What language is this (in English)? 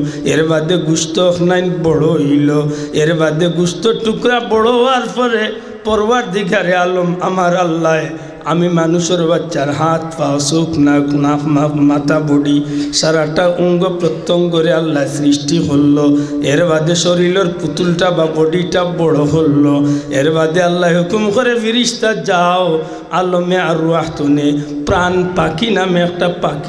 Sylheti